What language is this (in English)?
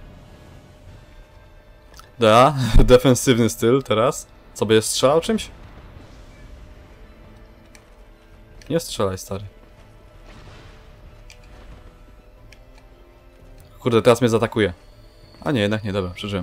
Polish